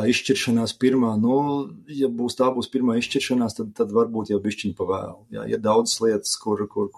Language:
Latvian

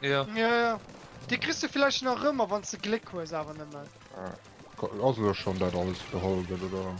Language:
Luxembourgish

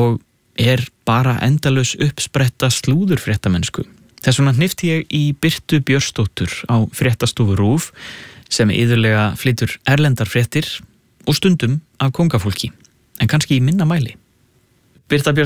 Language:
Icelandic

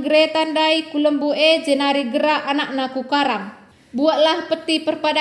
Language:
Batak Karo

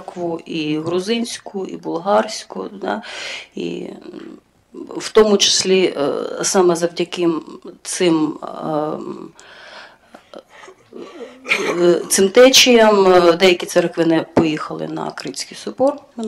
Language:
Ukrainian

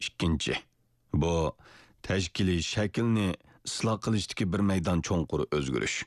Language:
Uyghur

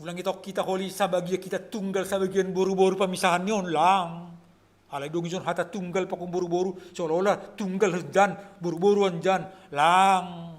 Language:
Batak Simalungun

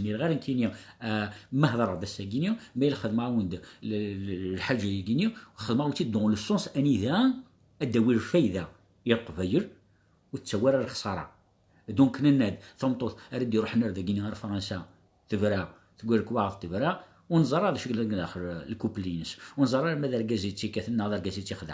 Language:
Kabyle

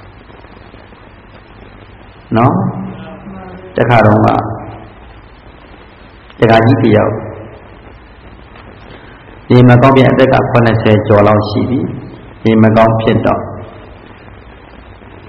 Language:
Burmese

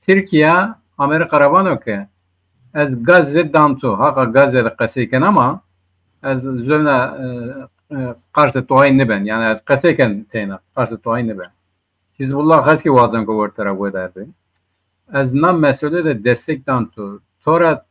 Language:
Zaza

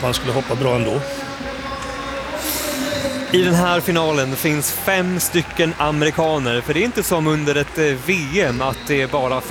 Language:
Swedish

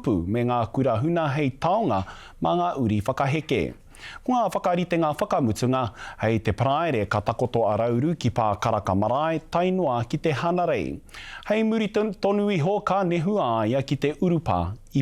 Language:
Māori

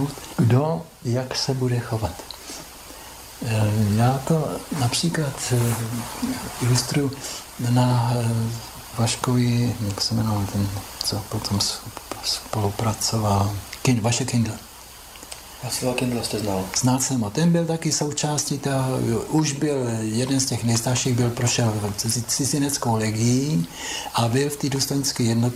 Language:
Czech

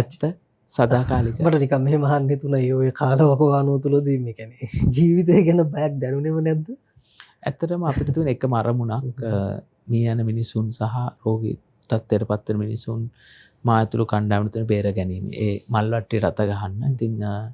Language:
Sinhala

